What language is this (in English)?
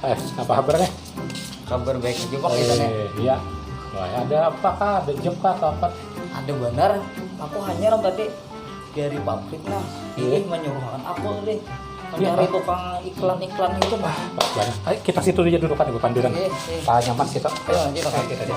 Banjar